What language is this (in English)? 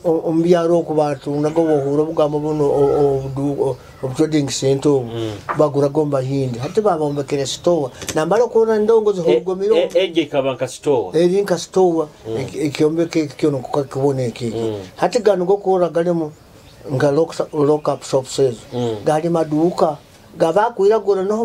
Nyoro